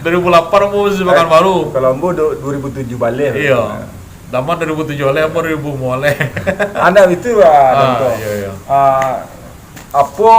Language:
Minangkabau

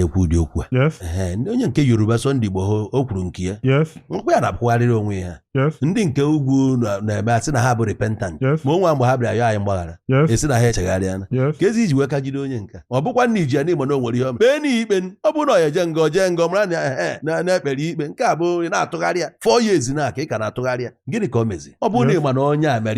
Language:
Igbo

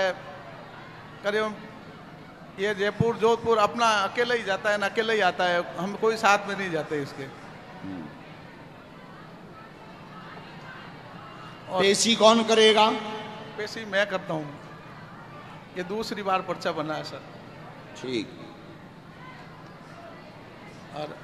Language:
Hindi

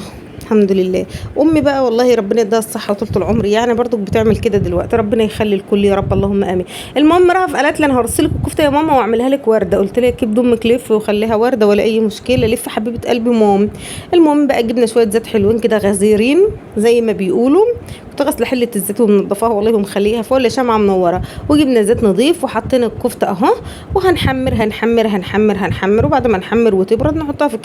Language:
Egyptian Arabic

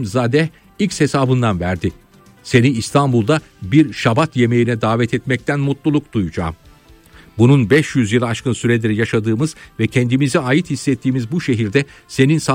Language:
Turkish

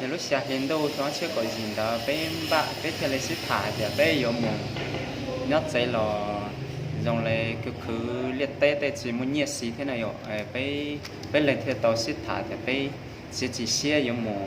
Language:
Hmong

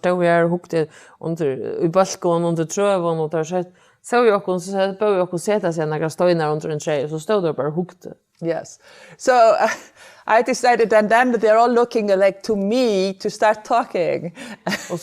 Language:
Faroese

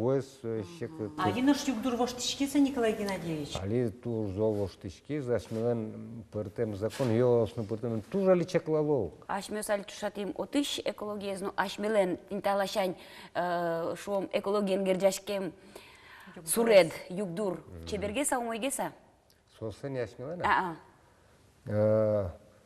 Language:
Udmurt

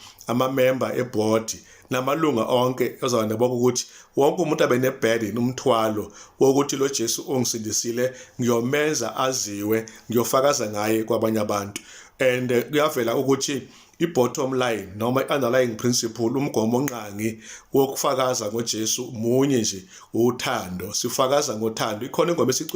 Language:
Zulu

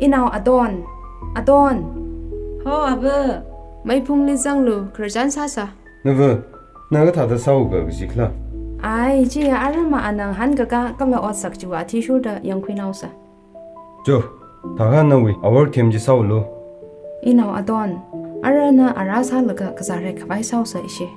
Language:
Tangkhul Naga (India)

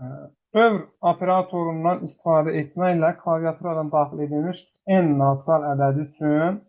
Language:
Azerbaijani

